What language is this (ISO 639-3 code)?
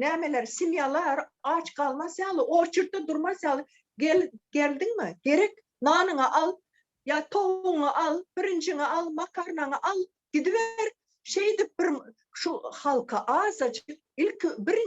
tuk